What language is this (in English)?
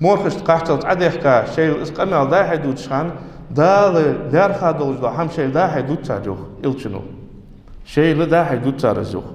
Ingush